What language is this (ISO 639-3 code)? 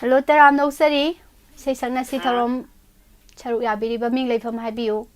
mni